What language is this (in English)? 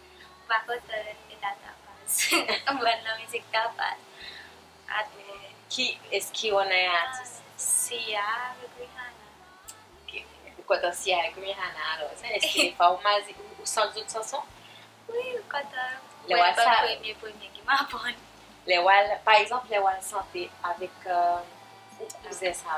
Seselwa Creole French